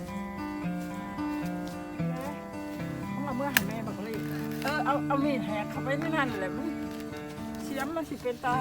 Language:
Lao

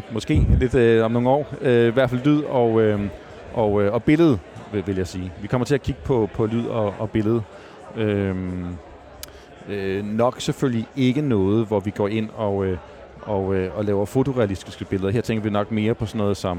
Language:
Danish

